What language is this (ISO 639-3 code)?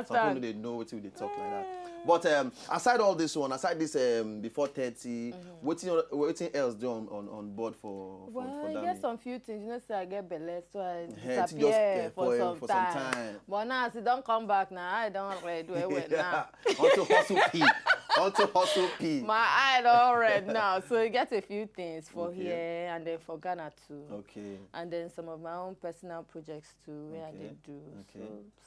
pcm